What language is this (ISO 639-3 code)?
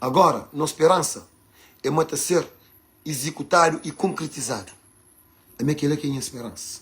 kea